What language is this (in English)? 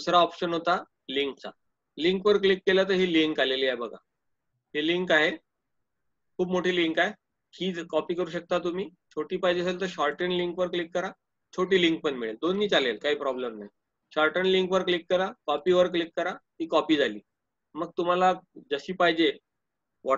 Marathi